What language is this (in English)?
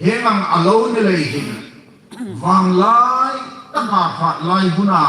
Hmar